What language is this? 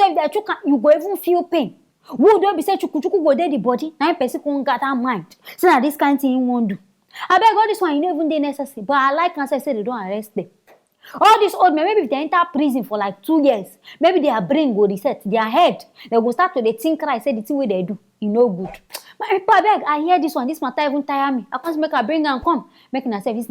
Nigerian Pidgin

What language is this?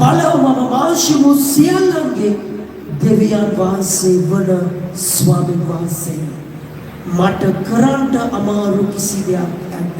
Sinhala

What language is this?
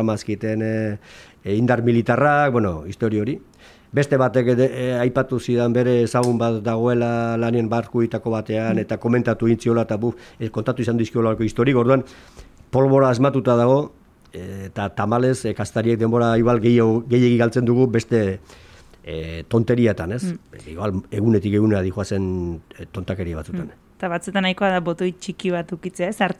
Basque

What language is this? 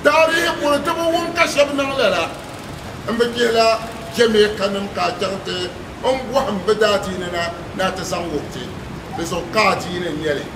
Dagbani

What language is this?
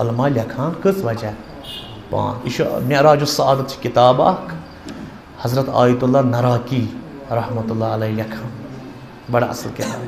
Kashmiri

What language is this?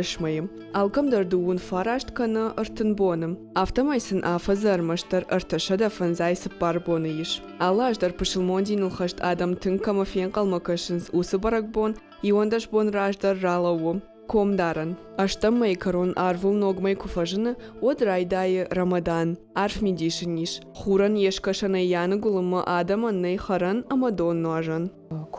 Ossetic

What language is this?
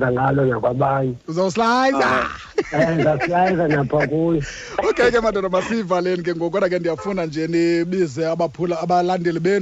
Xhosa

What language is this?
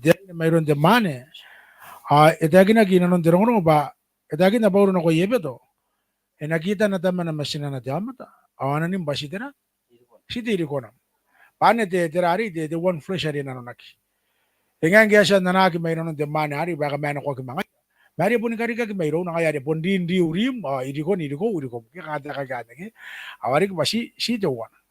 Gilbertese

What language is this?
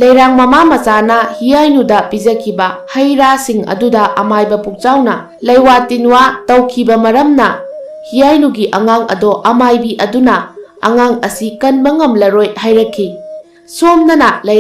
Manipuri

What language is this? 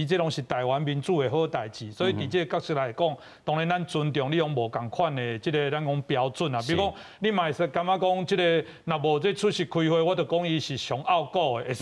Min Nan Chinese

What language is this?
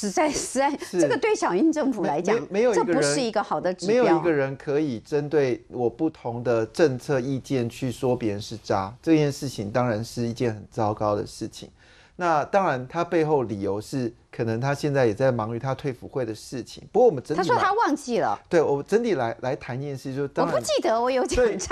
Chinese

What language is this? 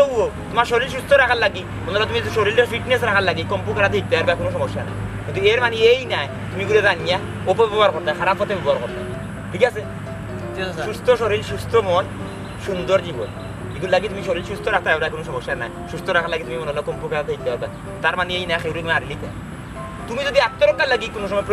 Sylheti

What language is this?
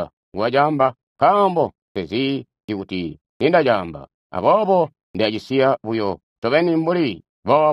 Tonga (Zambia)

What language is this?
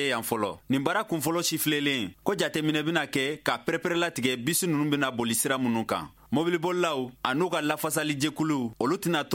Bambara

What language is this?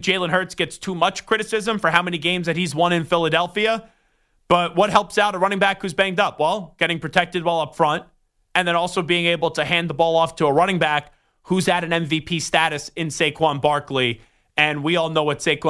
English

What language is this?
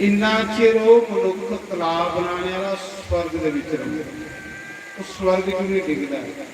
Dogri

